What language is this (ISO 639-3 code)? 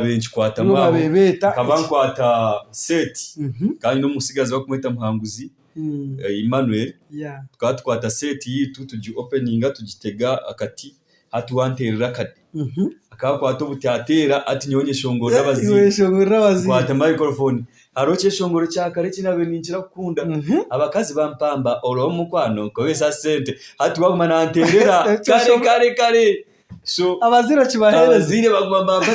nyn